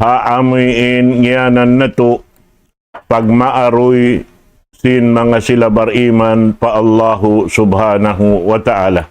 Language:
Tausug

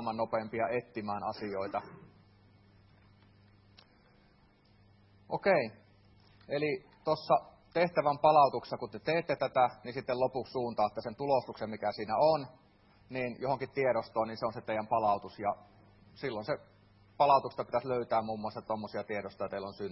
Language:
Finnish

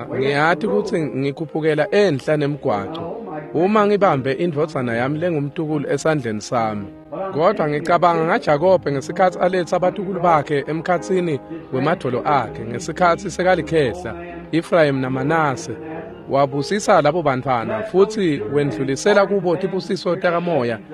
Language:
Swati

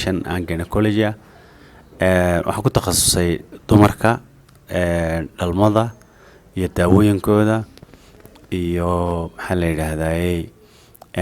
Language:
Somali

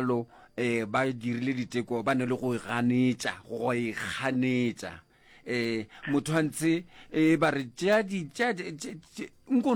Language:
Northern Sotho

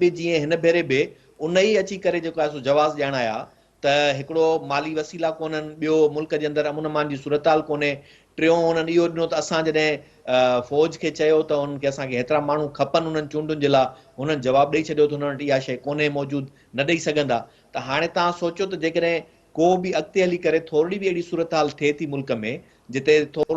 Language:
Sindhi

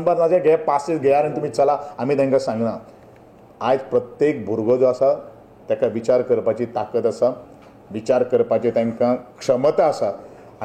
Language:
Konkani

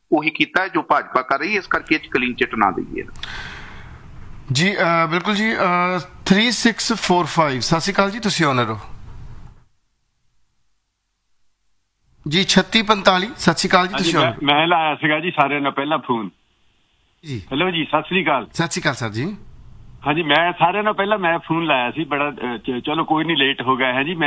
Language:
Punjabi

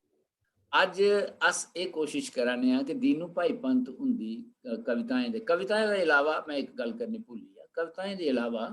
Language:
Dogri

